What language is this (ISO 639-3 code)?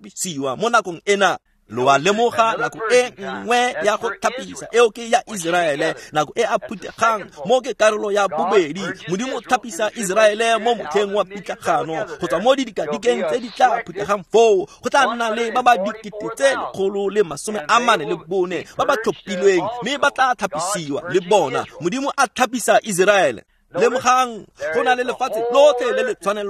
tsn